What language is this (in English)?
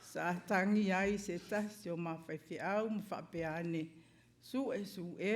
Samoan